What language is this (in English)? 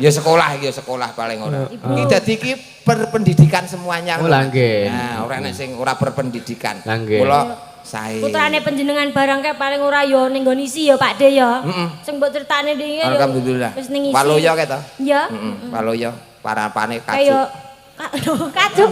Javanese